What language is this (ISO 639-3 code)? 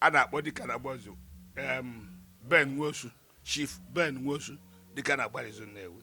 ibo